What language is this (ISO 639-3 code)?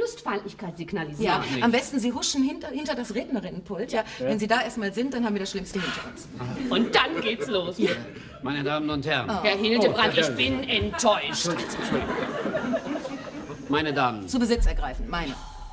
deu